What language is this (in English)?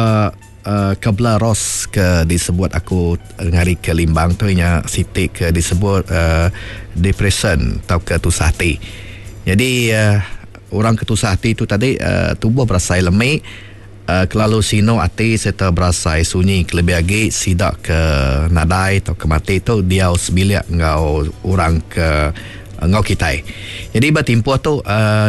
Iban